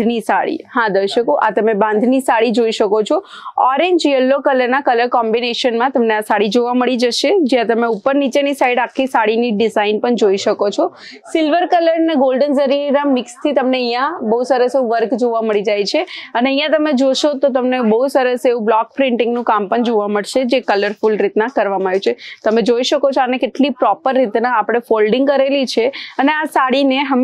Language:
Gujarati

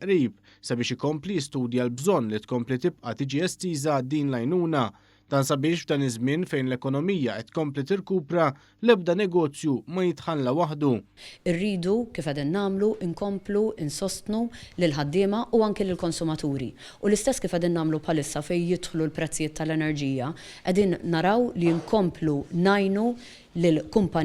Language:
Maltese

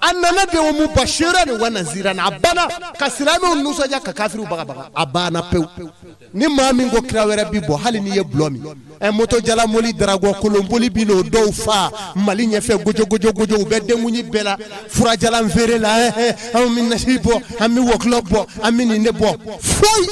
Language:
Bambara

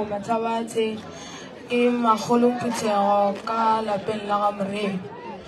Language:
Northern Sotho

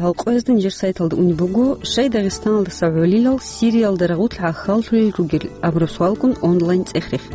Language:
Avaric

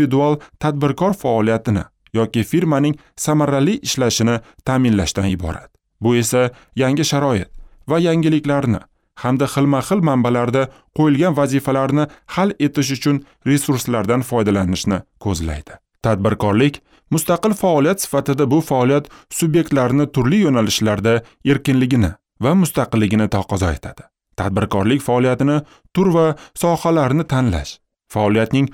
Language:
Uzbek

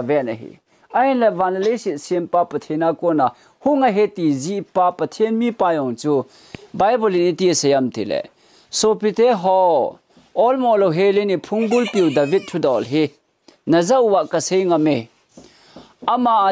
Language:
Thado Chin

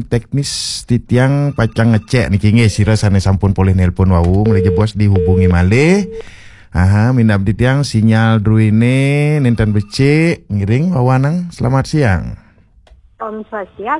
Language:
Balinese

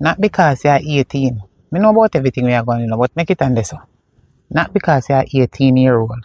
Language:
Jamaican Creole English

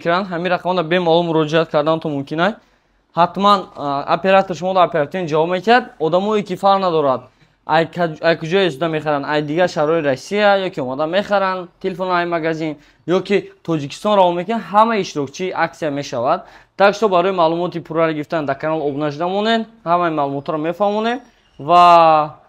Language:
Tajik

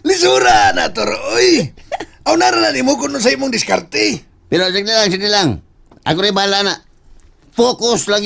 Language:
Cebuano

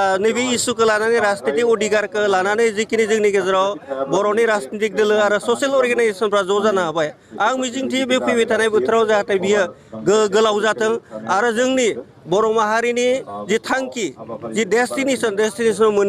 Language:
Bodo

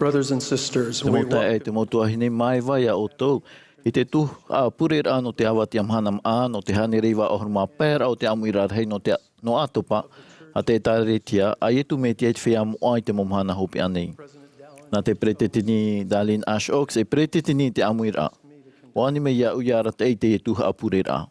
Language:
Tahitian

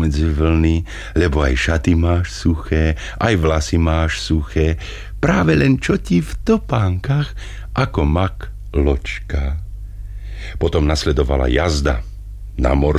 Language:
Slovak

